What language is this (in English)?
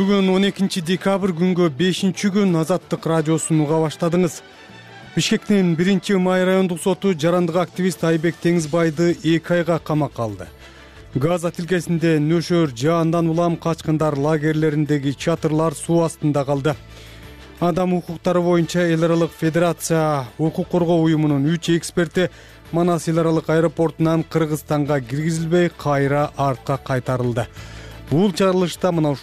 Kyrgyz